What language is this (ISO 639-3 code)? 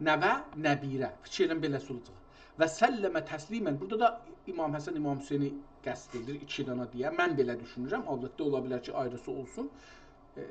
azb